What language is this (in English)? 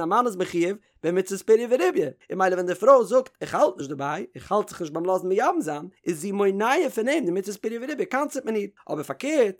Yiddish